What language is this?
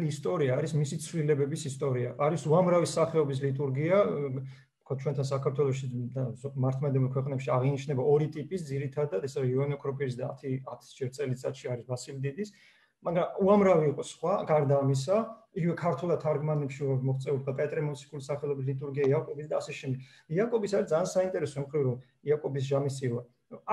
Georgian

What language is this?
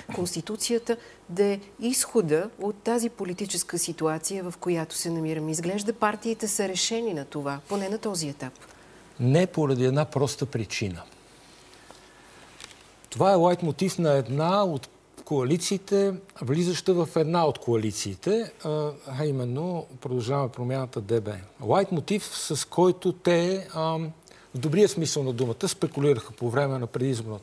Bulgarian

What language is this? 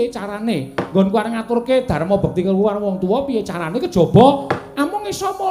Javanese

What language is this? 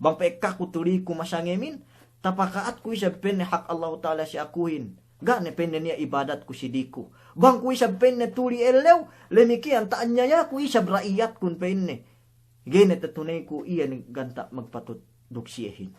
Yakan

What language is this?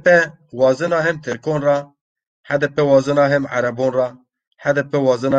Zaza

